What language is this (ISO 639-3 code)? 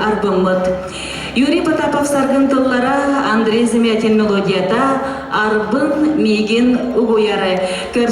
sah